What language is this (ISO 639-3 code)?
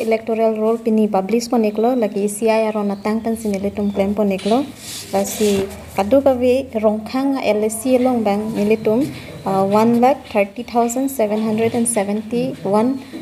mjw